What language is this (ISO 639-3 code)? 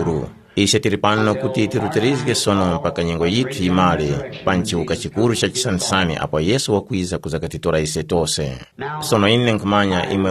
tum